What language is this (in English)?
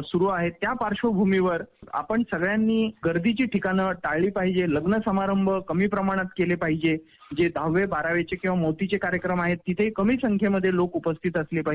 Marathi